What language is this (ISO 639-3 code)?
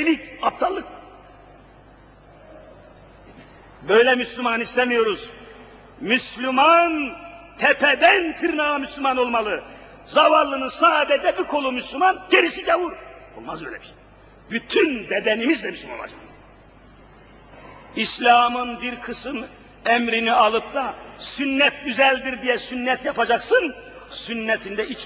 tur